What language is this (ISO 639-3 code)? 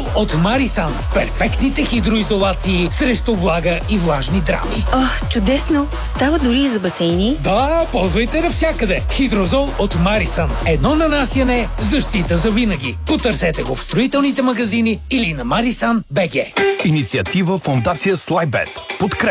bul